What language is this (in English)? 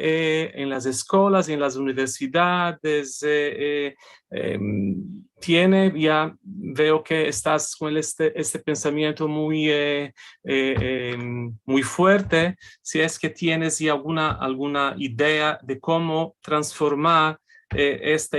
Ladino